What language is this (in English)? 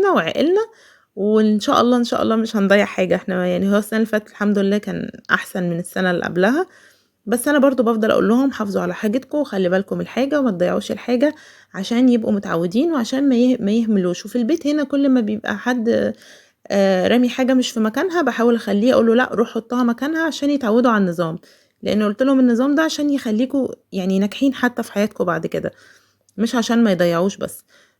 Egyptian Arabic